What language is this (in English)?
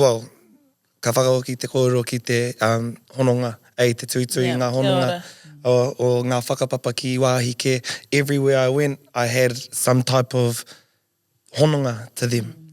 Māori